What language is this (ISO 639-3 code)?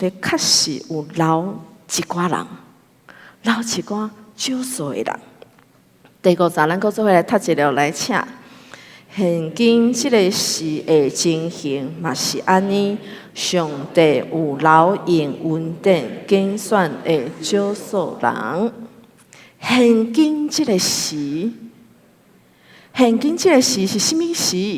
nan